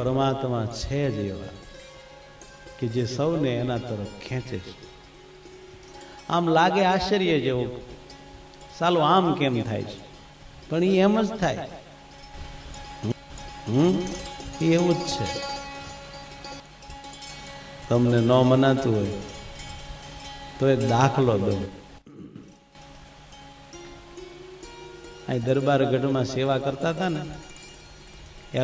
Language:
Gujarati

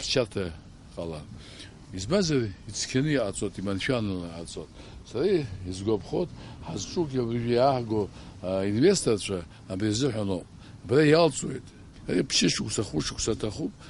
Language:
Abkhazian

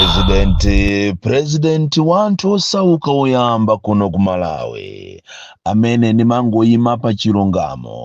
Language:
Nyanja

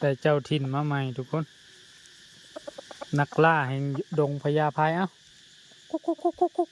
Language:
Lao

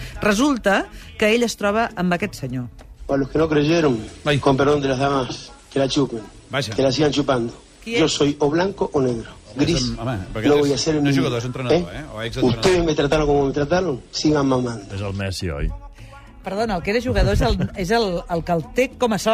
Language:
Catalan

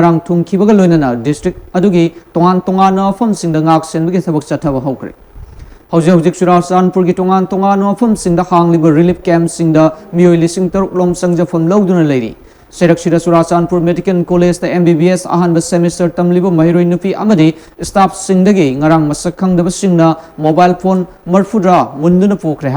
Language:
Manipuri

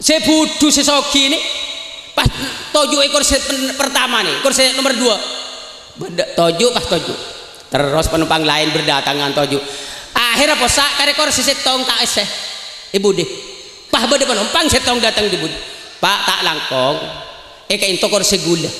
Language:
Madurese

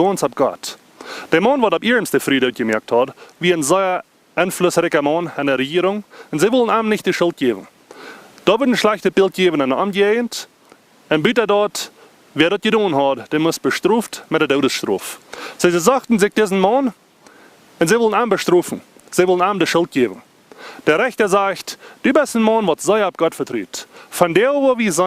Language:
Plautdietsch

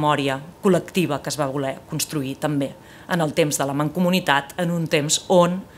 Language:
Catalan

